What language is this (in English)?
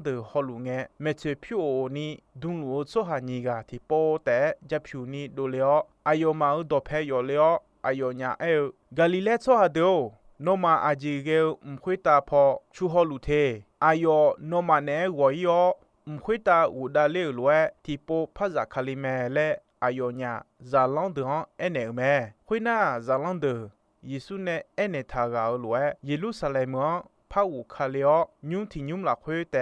Akha